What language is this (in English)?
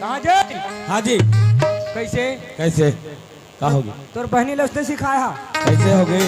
Chhattisgarhi